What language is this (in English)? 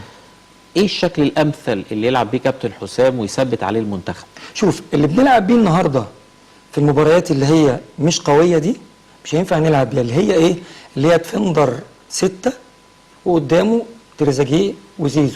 Egyptian Arabic